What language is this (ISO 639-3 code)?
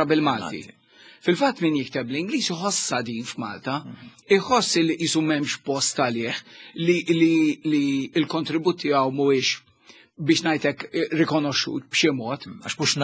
mlt